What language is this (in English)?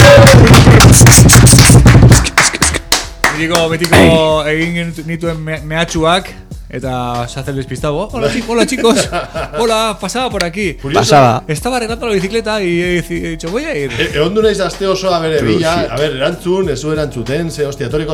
Basque